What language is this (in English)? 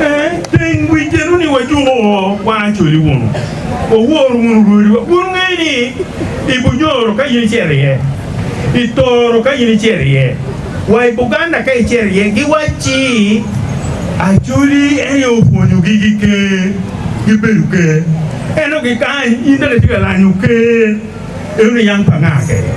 Acoli